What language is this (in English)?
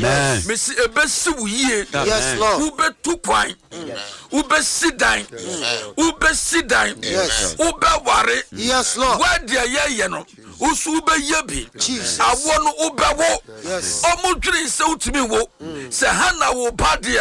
Akan